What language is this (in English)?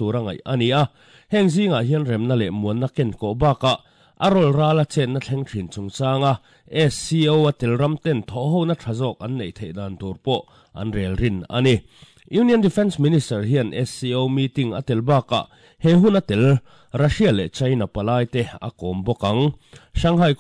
Mizo